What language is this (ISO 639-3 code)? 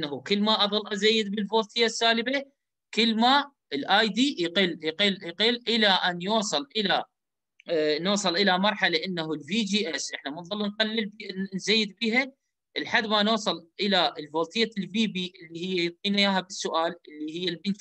acm